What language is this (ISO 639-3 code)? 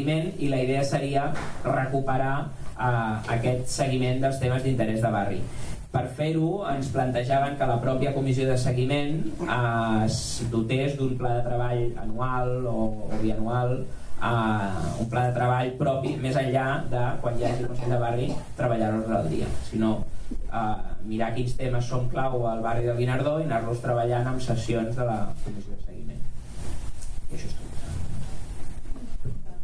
cat